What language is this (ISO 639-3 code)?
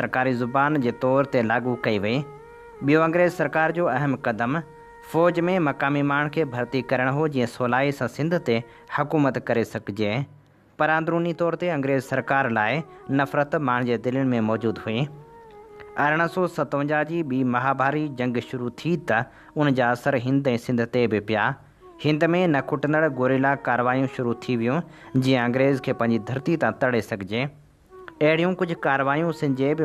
snd